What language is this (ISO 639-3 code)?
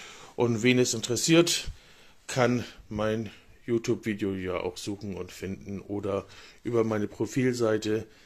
deu